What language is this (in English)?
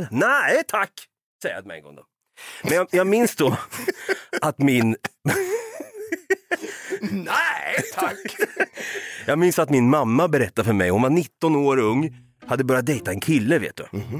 Swedish